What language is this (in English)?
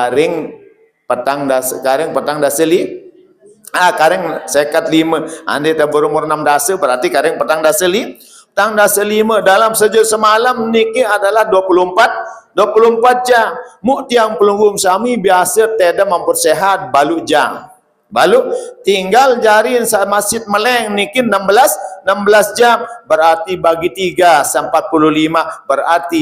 Sasak